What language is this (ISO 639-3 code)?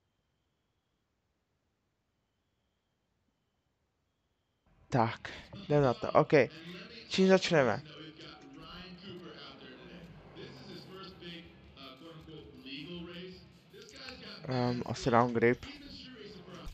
ces